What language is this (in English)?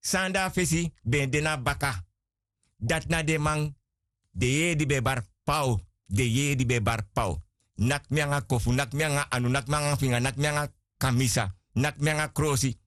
Sranan Tongo